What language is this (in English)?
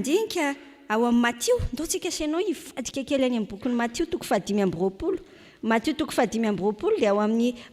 Malagasy